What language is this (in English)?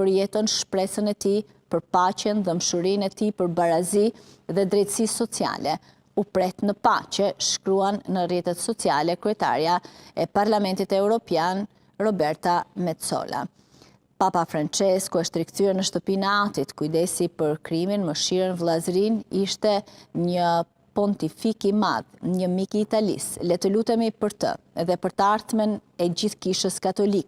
Albanian